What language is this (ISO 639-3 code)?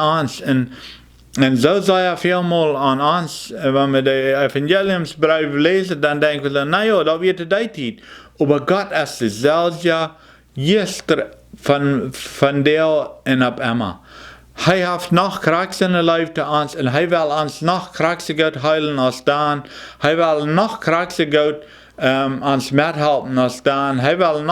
pdt